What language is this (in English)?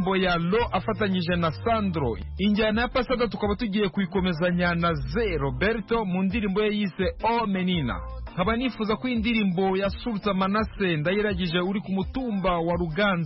Kinyarwanda